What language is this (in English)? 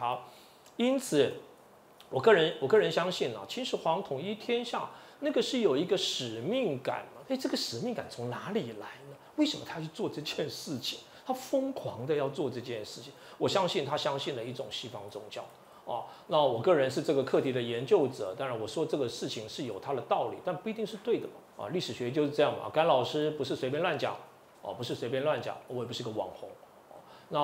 Chinese